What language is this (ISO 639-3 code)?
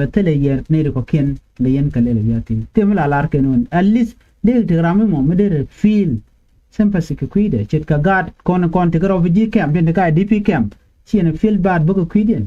nus